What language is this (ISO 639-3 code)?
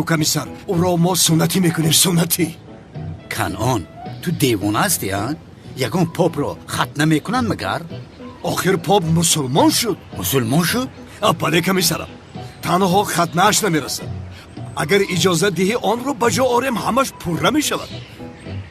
tgk